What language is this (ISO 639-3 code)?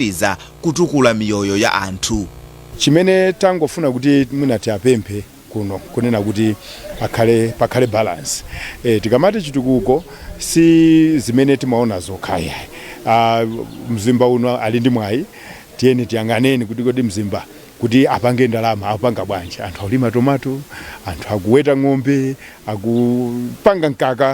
nya